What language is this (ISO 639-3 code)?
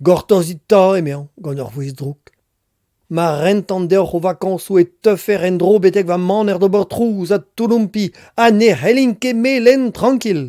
bre